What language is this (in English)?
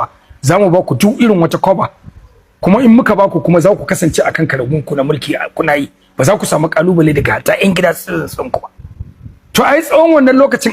Hausa